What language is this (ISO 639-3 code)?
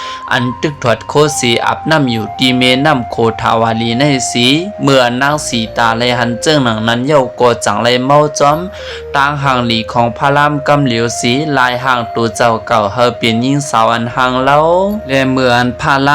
shn